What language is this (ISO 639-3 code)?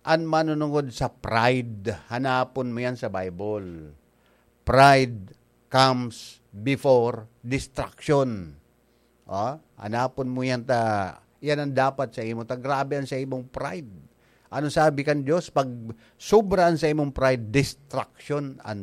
bik